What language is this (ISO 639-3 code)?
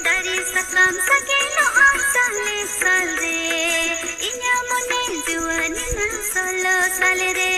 sat